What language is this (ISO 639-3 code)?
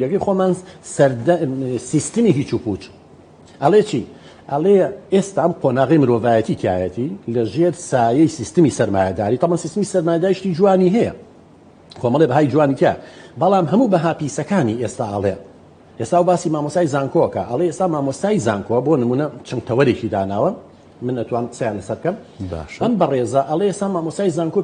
ckb